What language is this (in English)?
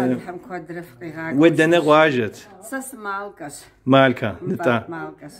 Kabardian